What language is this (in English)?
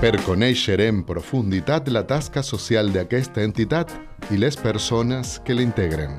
Catalan